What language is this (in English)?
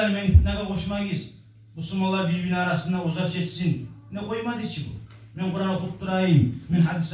Kumyk